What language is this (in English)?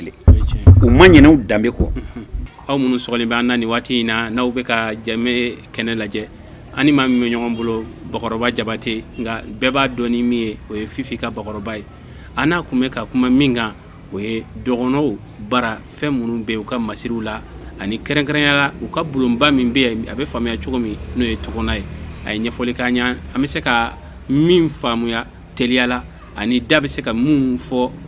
Bambara